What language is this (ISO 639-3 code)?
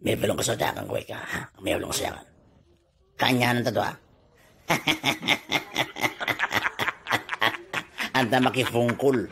itv